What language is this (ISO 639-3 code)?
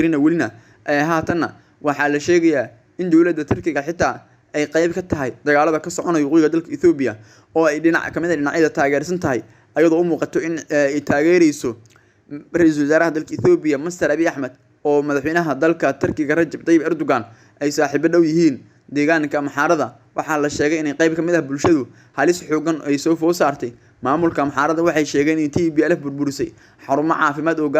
som